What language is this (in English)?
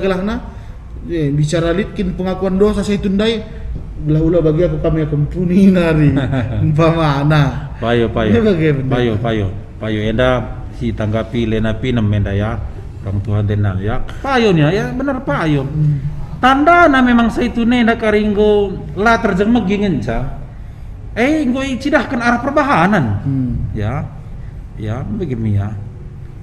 Batak Karo